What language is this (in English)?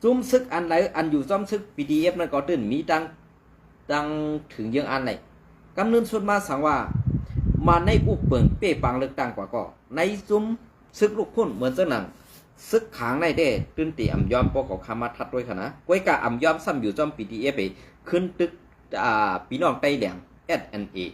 Shan